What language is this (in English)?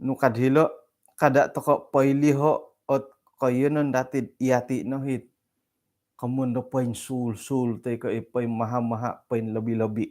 Central Dusun